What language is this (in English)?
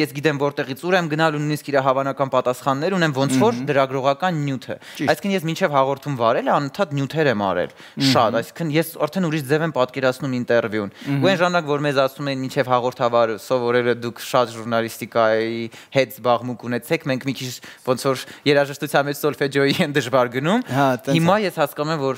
Armenian